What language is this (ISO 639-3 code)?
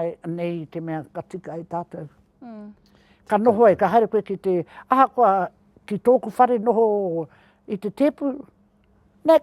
mri